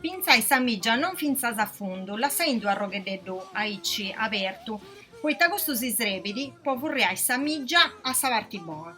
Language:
Sardinian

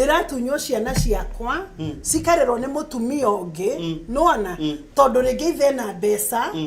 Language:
Kikuyu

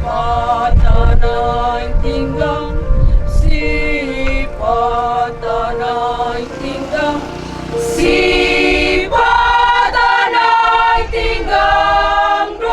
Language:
Batak Toba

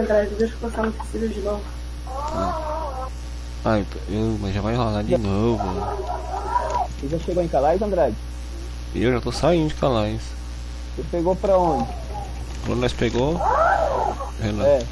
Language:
Portuguese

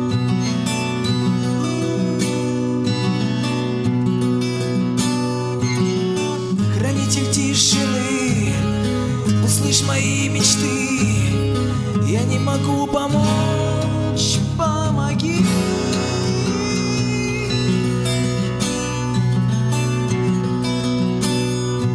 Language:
Russian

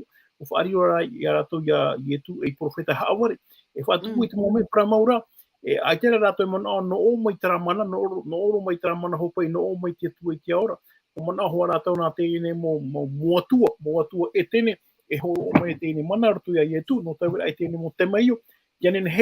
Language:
Tahitian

